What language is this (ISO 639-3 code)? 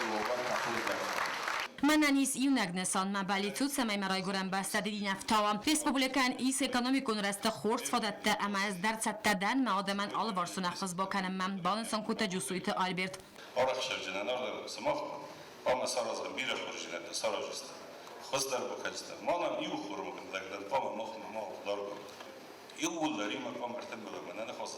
oss